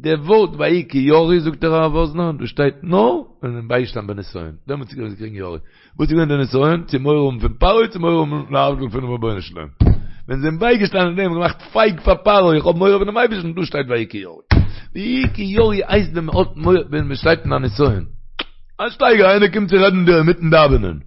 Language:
Yiddish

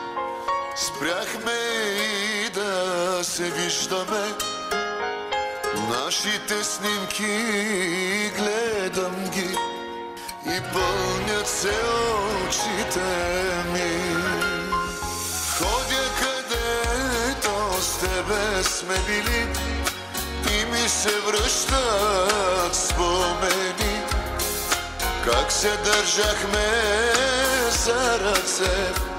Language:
Bulgarian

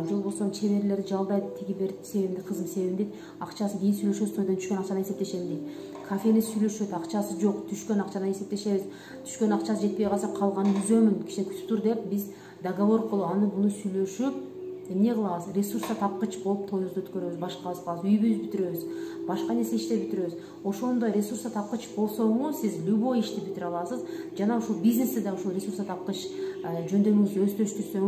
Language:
Kyrgyz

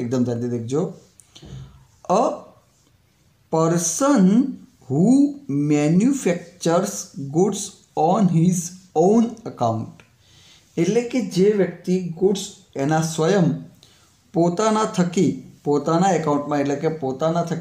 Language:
Gujarati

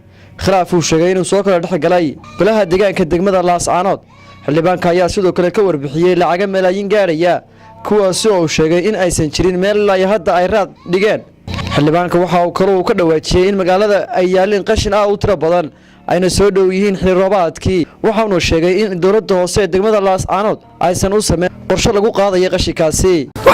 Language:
Somali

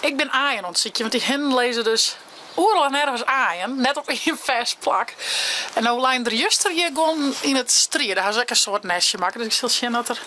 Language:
Western Frisian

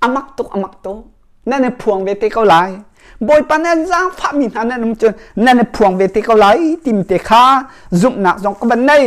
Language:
Hakha Chin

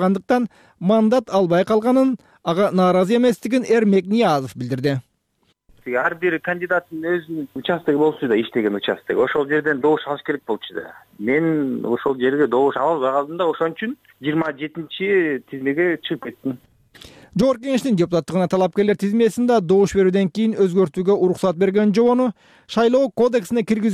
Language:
Kyrgyz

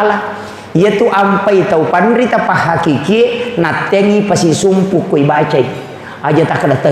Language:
Buginese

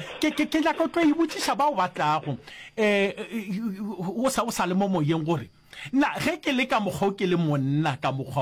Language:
Northern Sotho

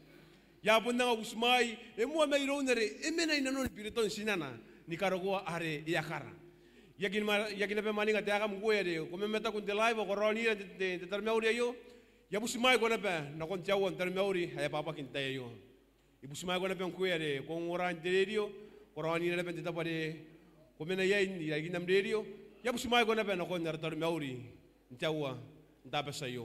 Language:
Gilbertese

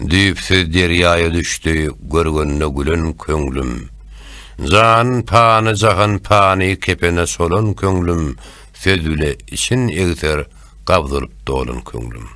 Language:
Turkmen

